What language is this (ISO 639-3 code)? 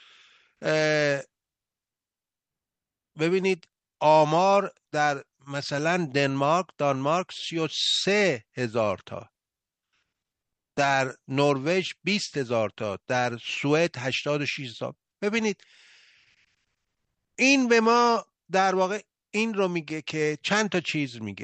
fas